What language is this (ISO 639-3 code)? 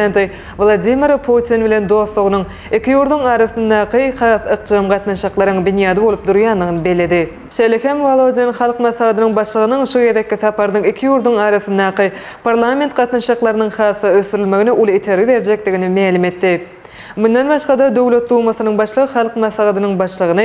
tuk